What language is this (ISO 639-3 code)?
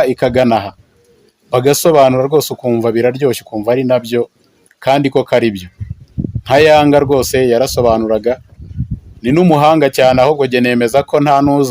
kin